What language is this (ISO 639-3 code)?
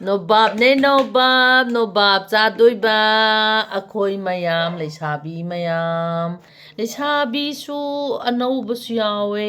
mni